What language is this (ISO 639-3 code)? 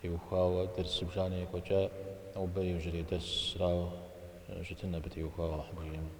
kbd